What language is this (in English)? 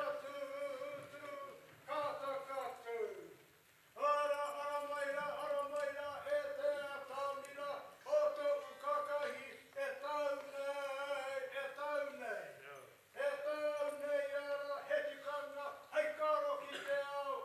Māori